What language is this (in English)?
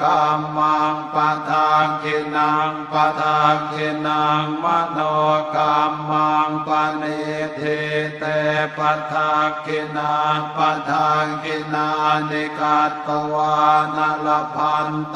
Pali